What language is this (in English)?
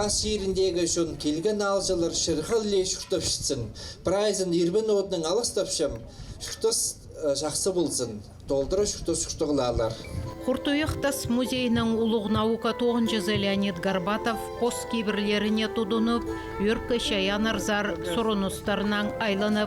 Khakas